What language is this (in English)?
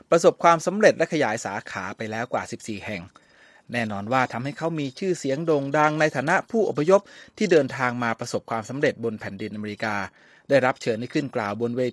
Thai